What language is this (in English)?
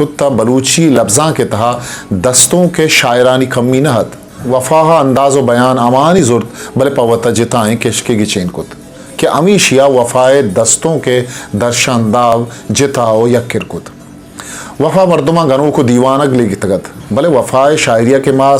Eastern Balochi